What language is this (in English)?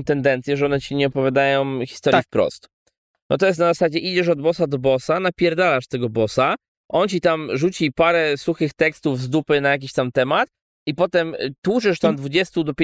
Polish